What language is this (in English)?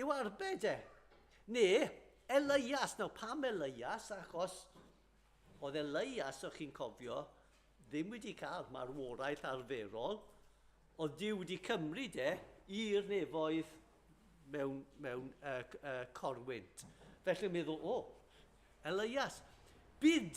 Welsh